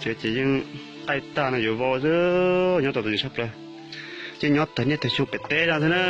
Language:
Hmong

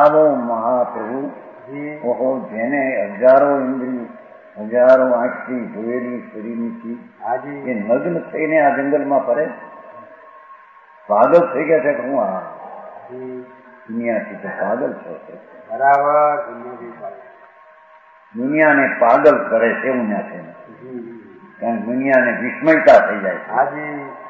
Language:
Gujarati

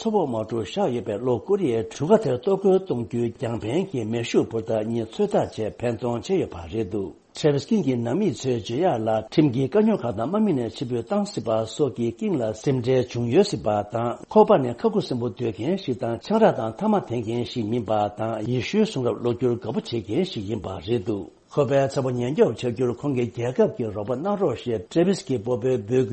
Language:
Tibetan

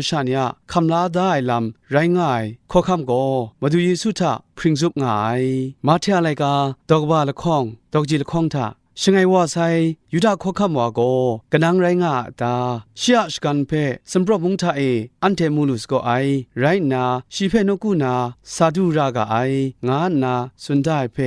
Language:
Kachin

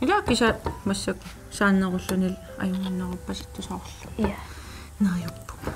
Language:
Kalaallisut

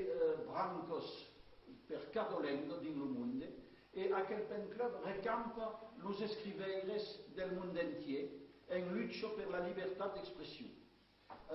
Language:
Occitan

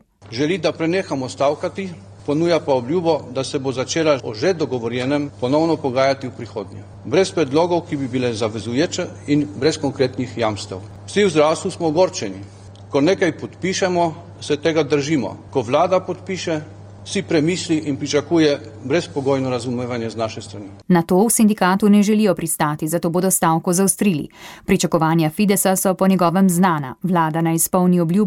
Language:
Slovenian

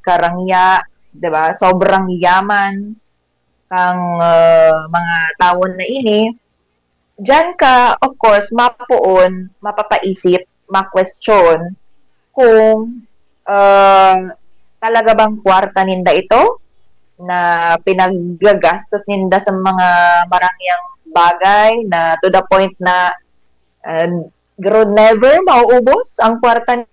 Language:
Bikol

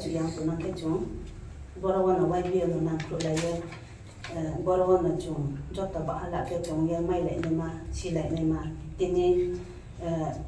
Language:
Riang (India)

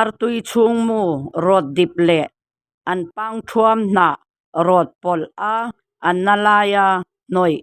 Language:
Mizo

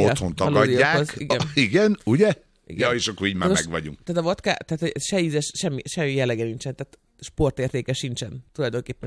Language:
Hungarian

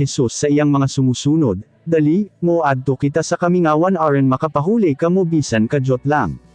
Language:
Cebuano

